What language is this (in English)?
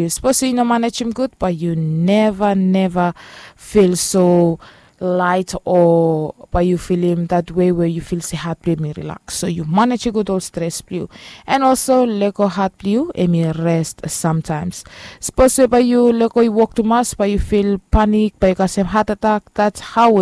Bislama